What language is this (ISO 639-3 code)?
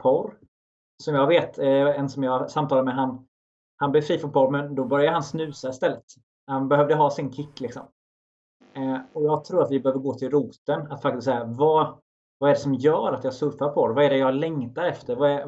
swe